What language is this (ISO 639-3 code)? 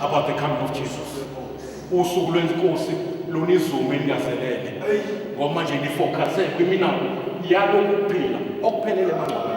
zul